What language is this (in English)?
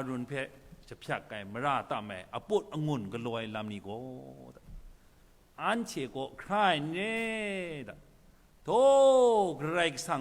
Kachin